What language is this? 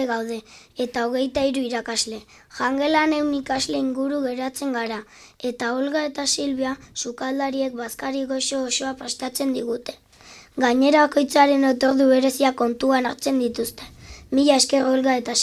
Basque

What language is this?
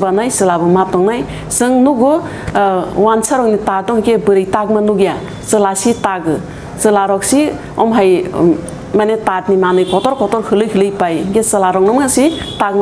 Kok Borok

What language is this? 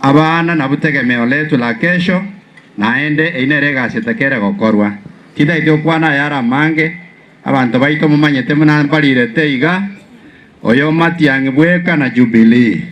Gusii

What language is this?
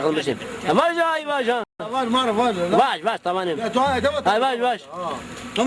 Zaza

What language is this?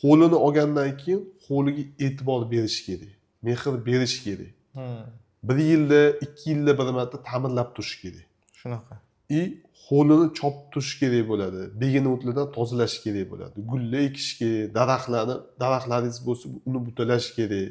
Uzbek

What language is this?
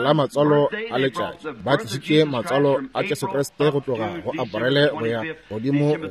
Northern Sotho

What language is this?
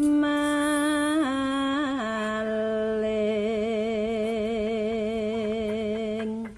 Javanese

